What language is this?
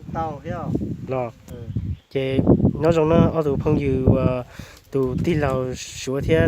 Hmong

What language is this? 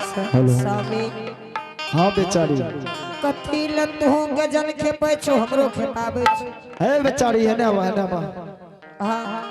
Angika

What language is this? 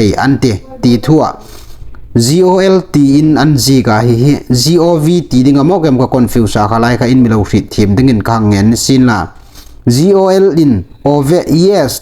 Hmar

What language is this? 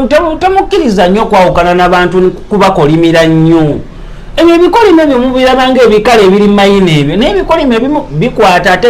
Ganda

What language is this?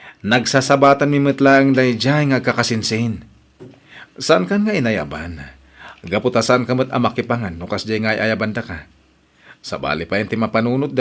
Iloko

